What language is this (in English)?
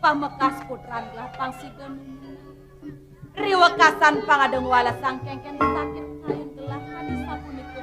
Balinese